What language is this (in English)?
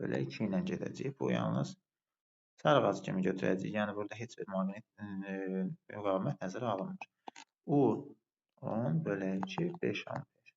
Azerbaijani